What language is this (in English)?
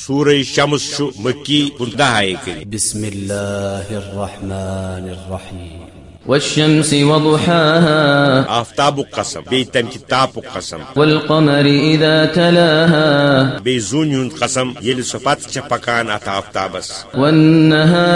Kashmiri